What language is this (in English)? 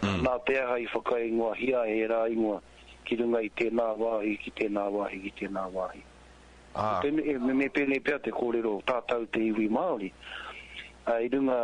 Māori